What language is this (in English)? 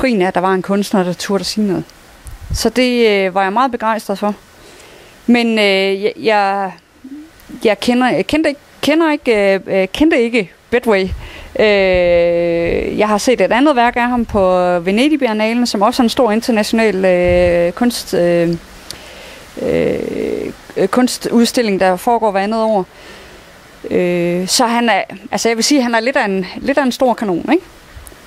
Danish